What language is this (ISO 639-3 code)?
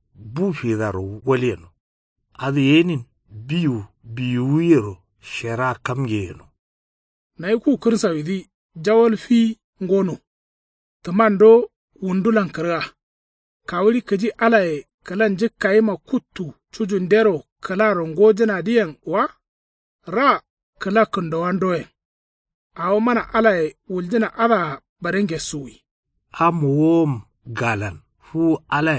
kau